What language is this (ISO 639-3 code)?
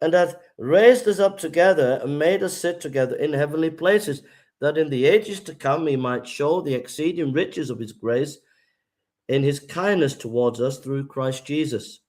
eng